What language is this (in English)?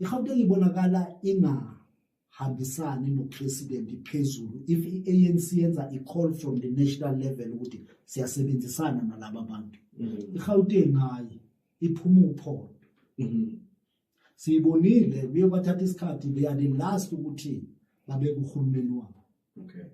Zulu